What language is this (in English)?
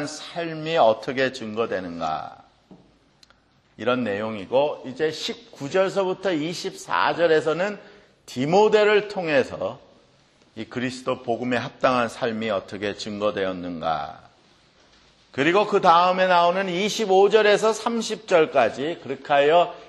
Korean